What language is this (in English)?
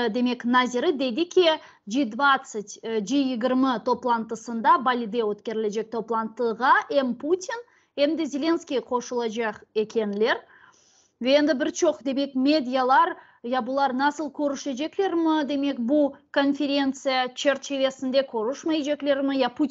Crimean Tatar